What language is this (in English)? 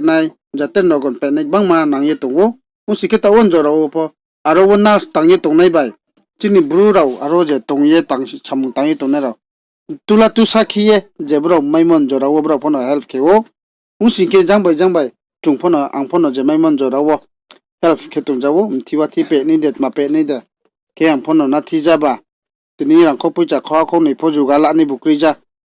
Riang (India)